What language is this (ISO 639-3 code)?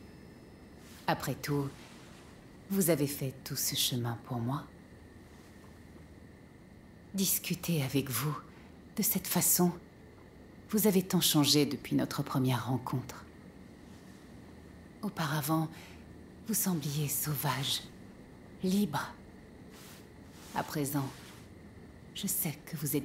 fra